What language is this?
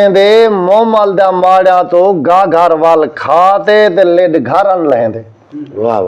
Saraiki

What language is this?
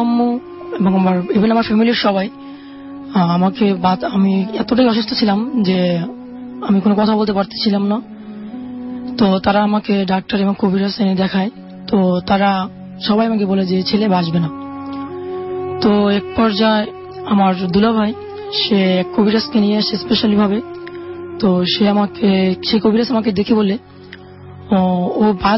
Bangla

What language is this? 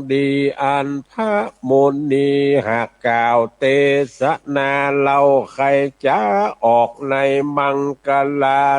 Northern Thai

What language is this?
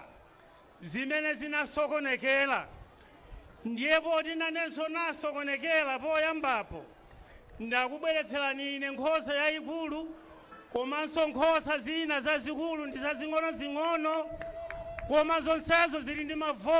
Nyanja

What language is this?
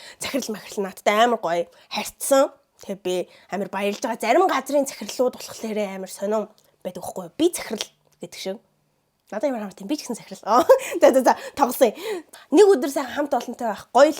Mongolian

